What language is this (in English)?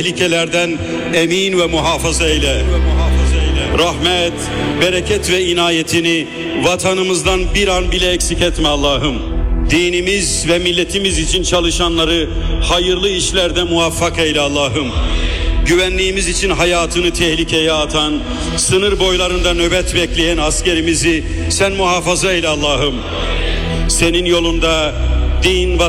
Turkish